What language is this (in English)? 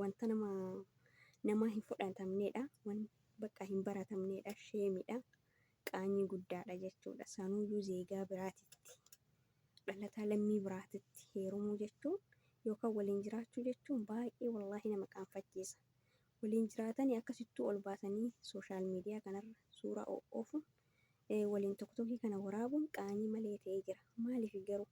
Oromo